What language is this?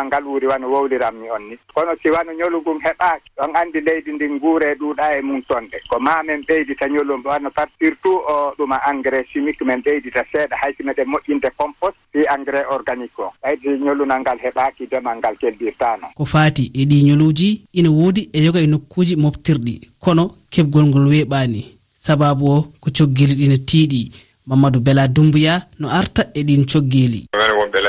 Fula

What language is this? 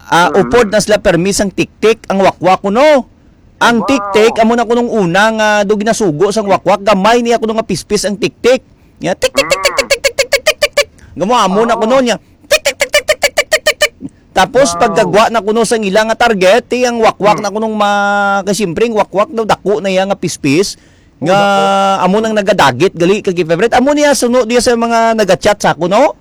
Hiligaynon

